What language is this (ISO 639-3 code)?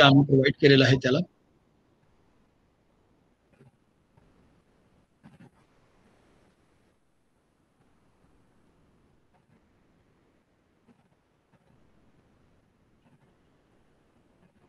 mar